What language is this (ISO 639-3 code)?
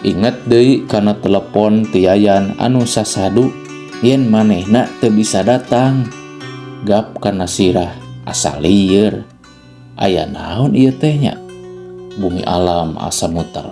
sun